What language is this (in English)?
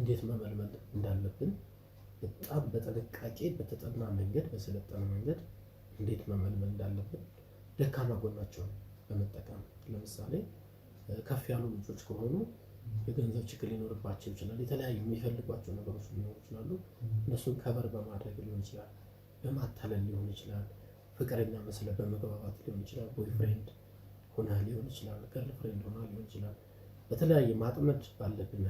Amharic